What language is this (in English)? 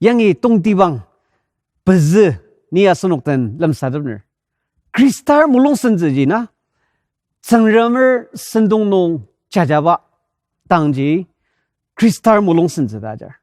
Ao Naga